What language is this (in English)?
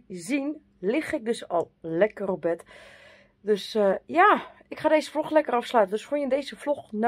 Dutch